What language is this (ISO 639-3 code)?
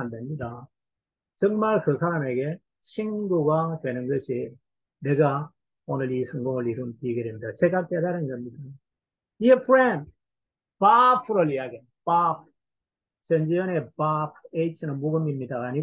kor